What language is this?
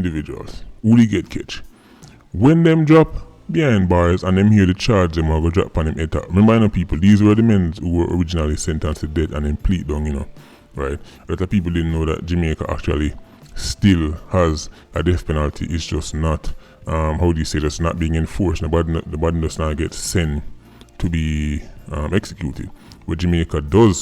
Jamaican Creole English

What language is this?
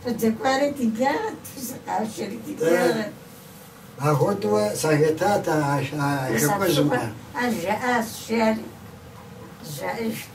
Kabardian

